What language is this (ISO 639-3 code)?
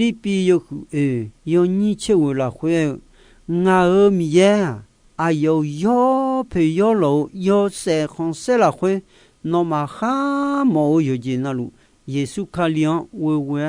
ahk